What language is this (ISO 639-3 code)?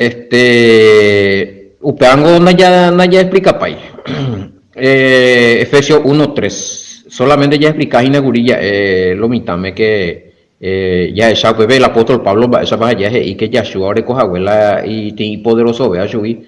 grn